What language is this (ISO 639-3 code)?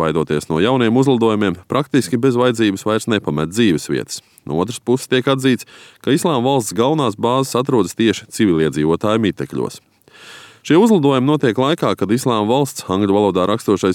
lav